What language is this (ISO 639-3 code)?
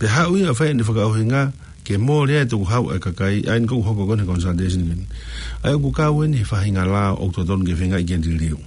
ton